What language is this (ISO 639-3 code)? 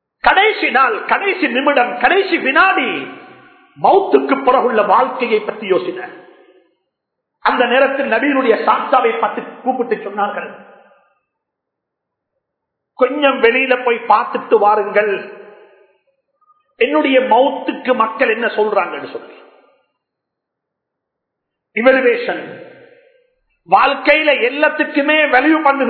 tam